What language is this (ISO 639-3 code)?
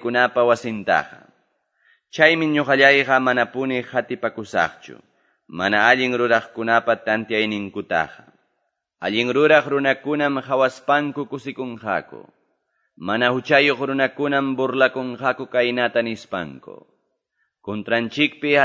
que